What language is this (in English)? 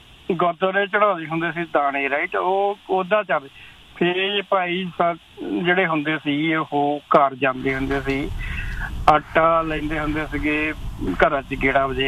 Punjabi